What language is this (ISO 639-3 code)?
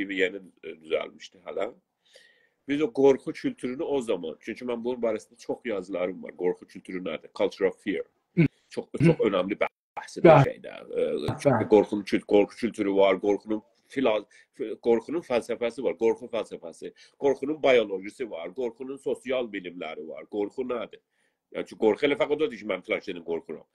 azb